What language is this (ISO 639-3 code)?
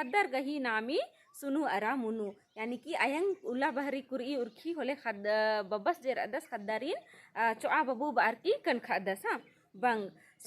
kru